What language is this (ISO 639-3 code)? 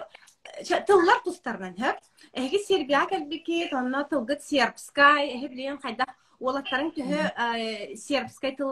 sah